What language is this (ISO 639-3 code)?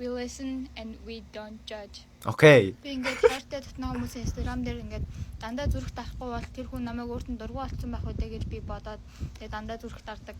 mon